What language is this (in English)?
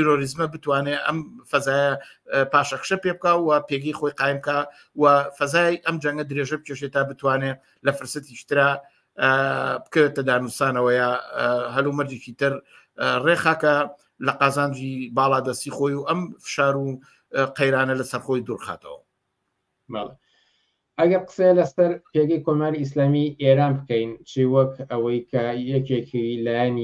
Central Kurdish